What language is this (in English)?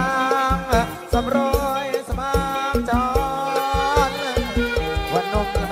Thai